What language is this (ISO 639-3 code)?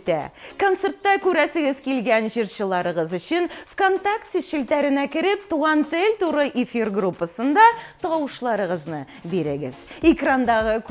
bak